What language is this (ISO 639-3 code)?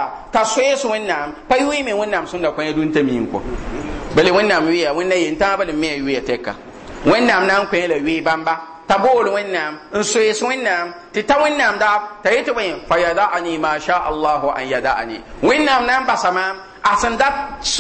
mos